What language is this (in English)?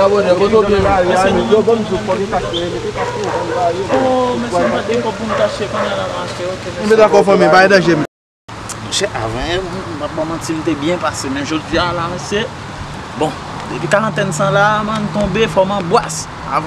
Haitian Creole